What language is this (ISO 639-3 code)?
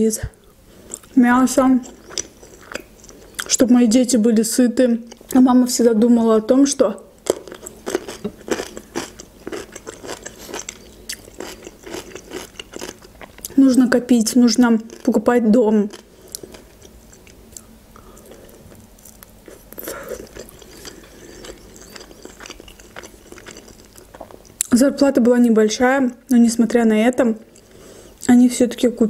rus